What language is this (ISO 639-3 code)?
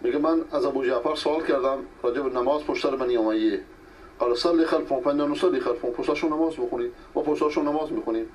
fas